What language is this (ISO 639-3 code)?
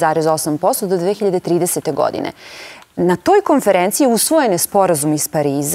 srp